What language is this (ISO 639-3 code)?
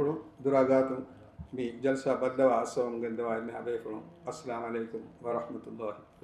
div